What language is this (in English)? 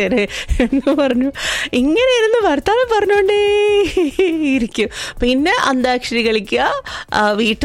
Malayalam